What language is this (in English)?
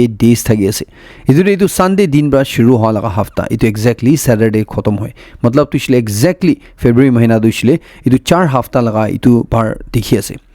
Naga Pidgin